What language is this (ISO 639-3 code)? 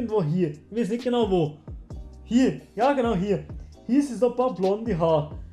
gsw